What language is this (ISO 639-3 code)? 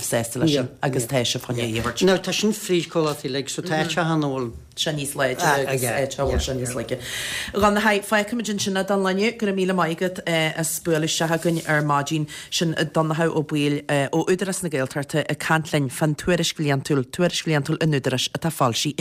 gle